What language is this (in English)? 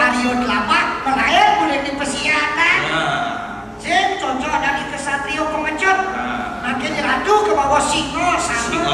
Balinese